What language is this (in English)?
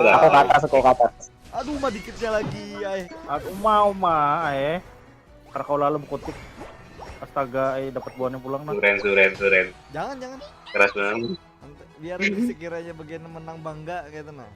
Banjar